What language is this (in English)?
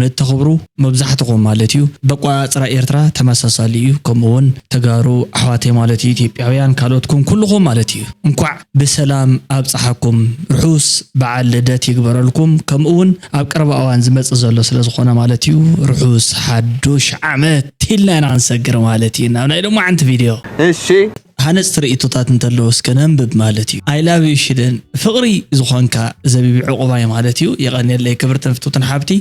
Tigrinya